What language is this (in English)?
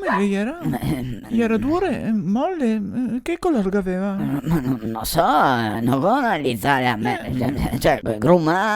Venetian